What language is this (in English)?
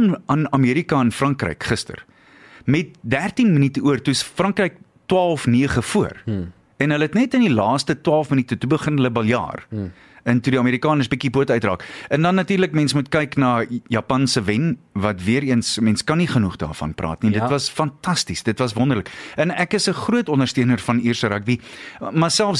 Afrikaans